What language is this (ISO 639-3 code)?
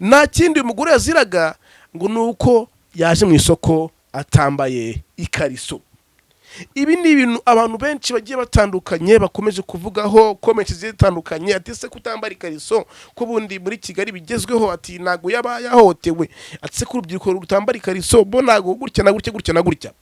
kin